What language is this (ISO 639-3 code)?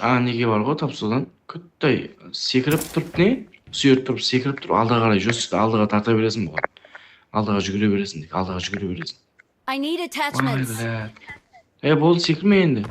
kaa